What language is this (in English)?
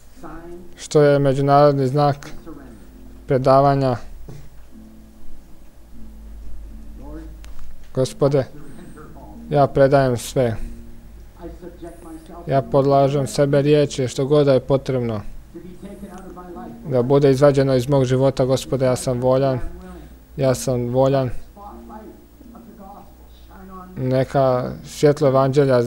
Croatian